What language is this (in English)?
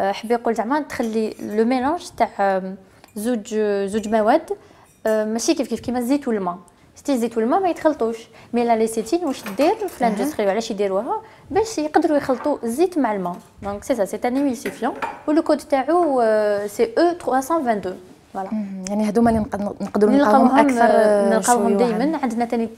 Algerian Arabic